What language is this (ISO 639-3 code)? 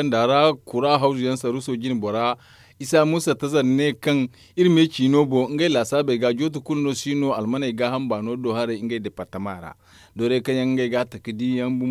dje